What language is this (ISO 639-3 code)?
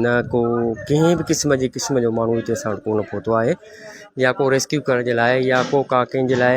snd